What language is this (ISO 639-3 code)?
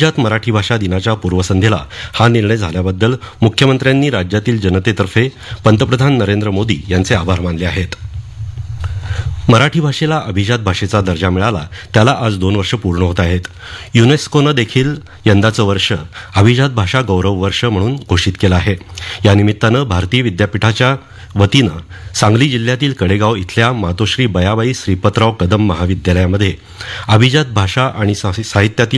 mar